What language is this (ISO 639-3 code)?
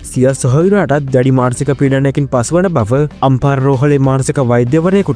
sin